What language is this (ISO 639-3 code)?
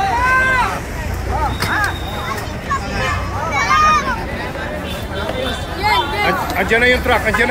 fil